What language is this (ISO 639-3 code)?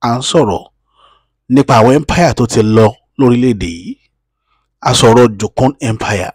yor